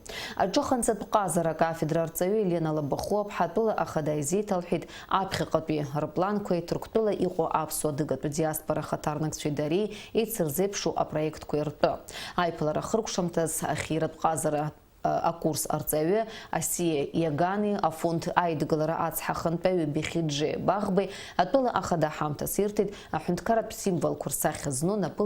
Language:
Abkhazian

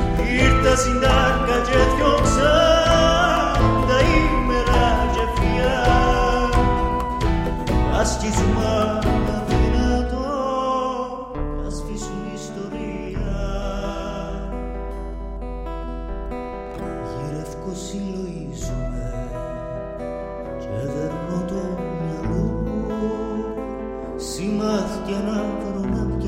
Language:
Greek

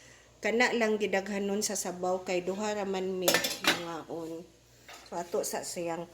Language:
Cebuano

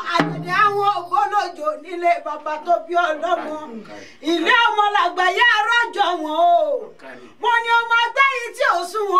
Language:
Yoruba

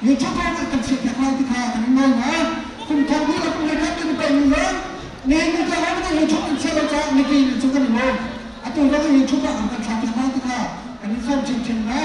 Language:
Hakha Chin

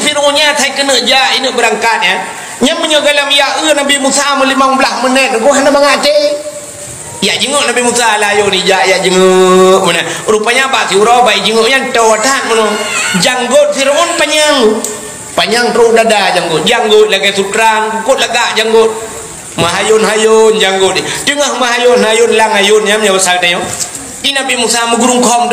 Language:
Achinese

